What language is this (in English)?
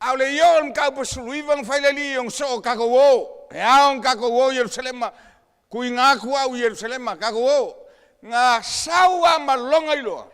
Samoan